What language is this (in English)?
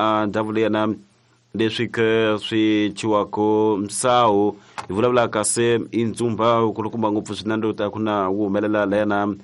Tsonga